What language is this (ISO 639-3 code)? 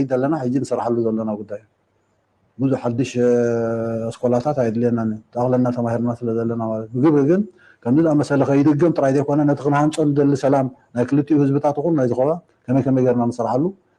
tir